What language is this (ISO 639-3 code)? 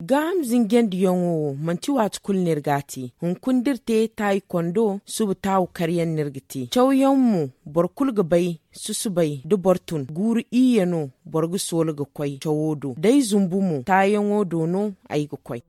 dje